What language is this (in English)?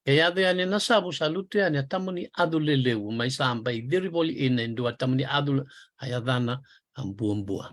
Fijian